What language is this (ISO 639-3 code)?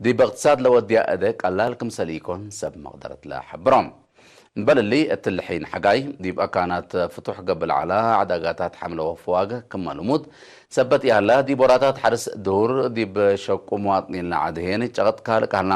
tig